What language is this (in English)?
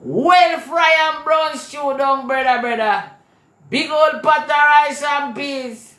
Jamaican Creole English